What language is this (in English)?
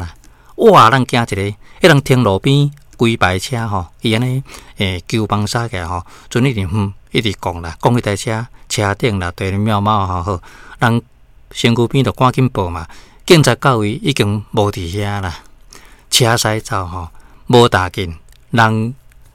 Min Nan Chinese